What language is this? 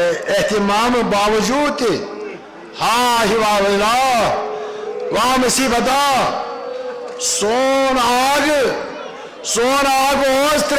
Kashmiri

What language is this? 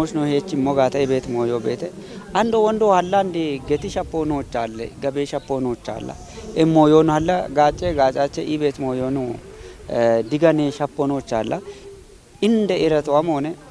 Kafa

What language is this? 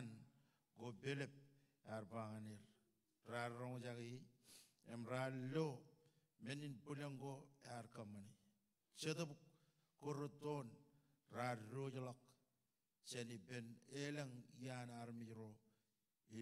Marshallese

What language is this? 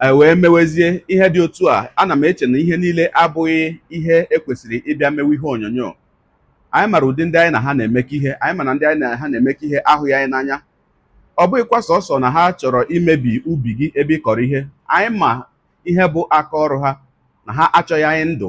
Igbo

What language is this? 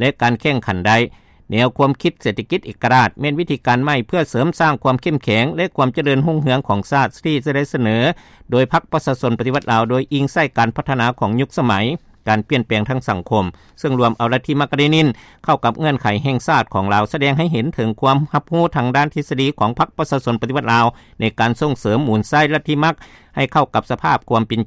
Lao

